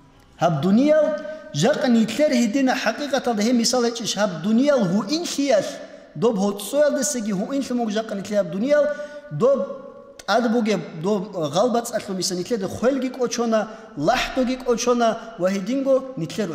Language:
Avaric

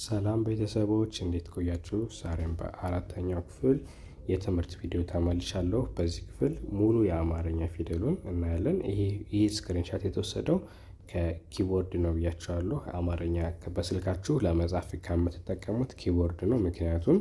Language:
Amharic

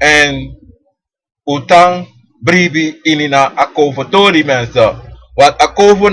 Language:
Sranan Tongo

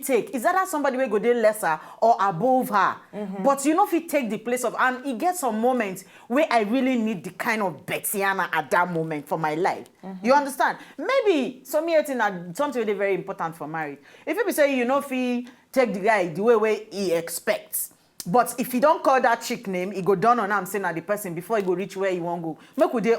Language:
Nigerian Pidgin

